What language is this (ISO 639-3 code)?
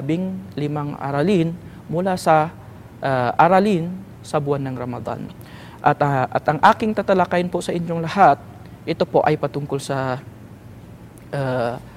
fil